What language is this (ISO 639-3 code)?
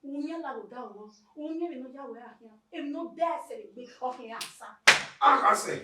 bin